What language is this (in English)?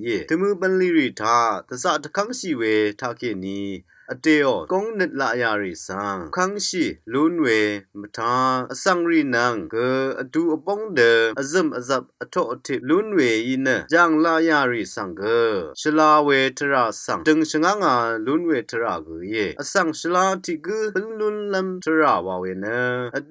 Rawang